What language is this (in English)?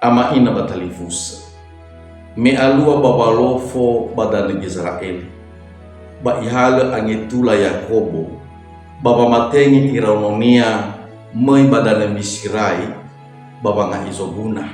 Nias